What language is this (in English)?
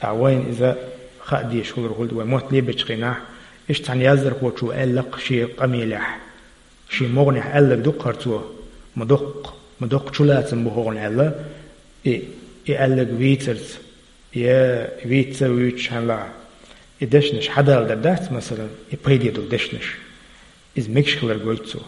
Chechen